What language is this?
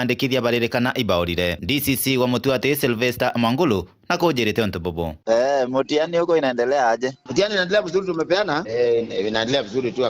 Meru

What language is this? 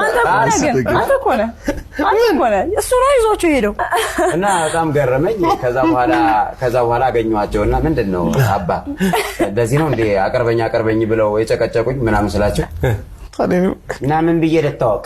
Amharic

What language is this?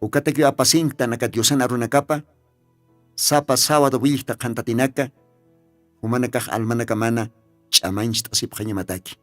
Aymara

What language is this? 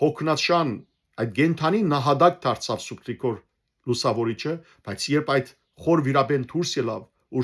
Western Armenian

